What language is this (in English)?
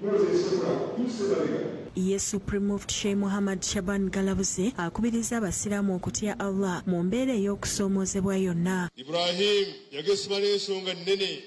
Ganda